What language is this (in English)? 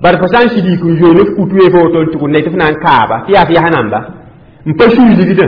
Mossi